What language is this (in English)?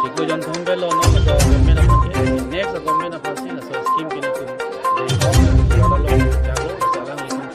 Karbi